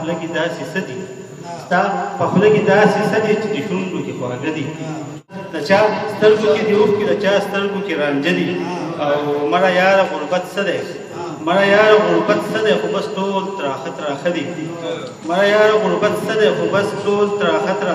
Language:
Pashto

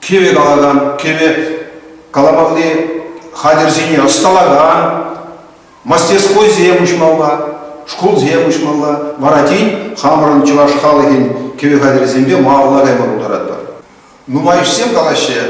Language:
Chuvash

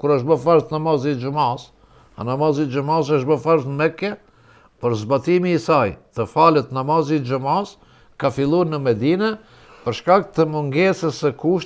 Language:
Albanian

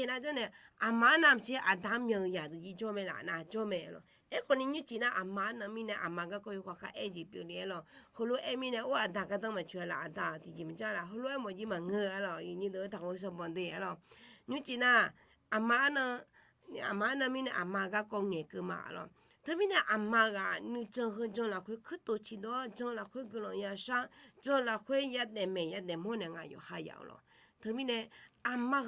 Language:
Akha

